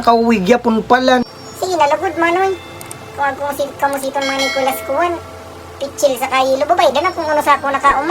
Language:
Bikol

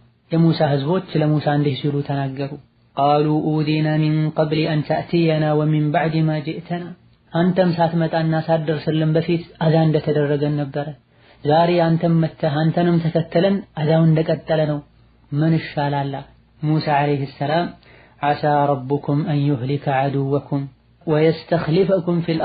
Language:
Amharic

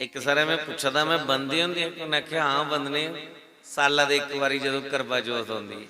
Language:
Dogri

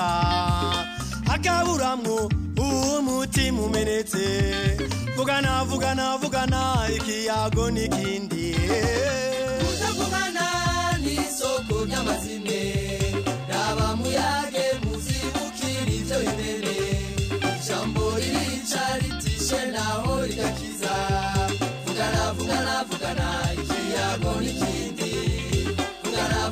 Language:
Rundi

